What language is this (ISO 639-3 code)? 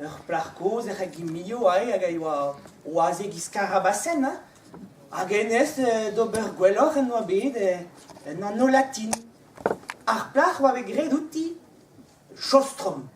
bre